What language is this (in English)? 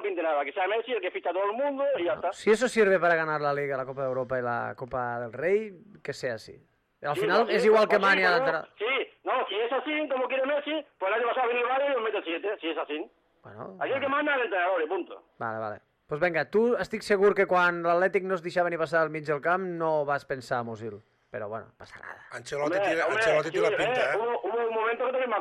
Catalan